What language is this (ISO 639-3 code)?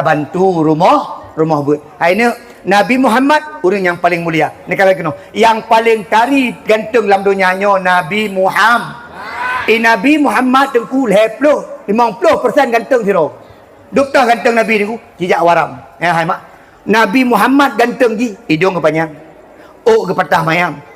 ace